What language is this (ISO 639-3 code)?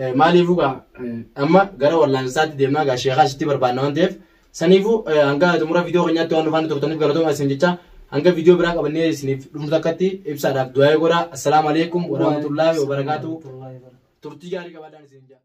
orm